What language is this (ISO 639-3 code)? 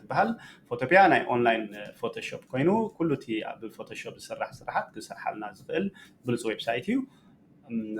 tir